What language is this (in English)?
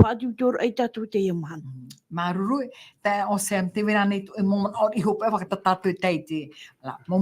Tahitian